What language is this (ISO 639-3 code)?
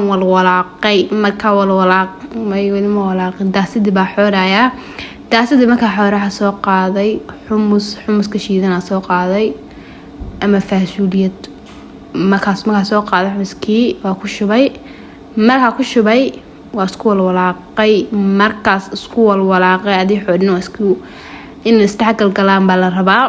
som